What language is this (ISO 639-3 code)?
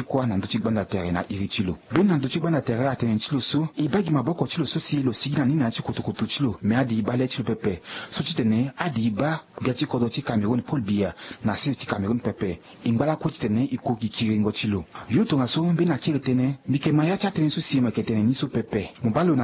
sag